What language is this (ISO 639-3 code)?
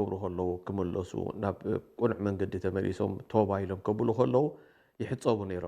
tir